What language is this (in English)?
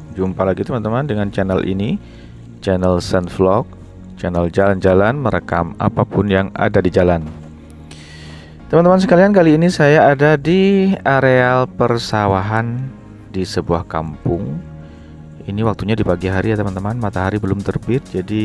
Indonesian